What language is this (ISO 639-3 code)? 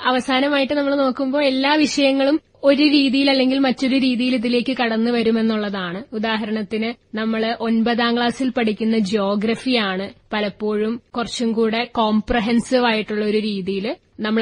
mal